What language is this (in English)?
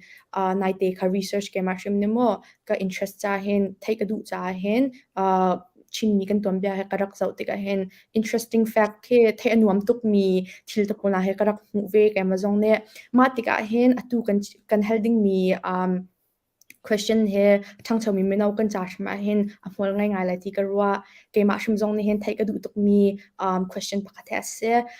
Hakha Chin